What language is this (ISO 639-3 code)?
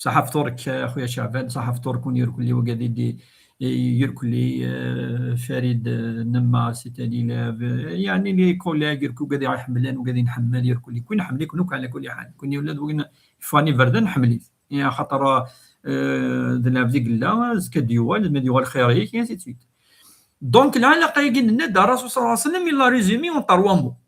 kab